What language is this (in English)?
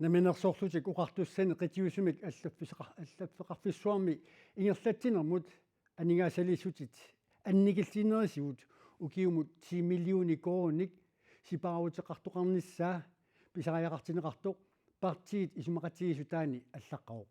Kalaallisut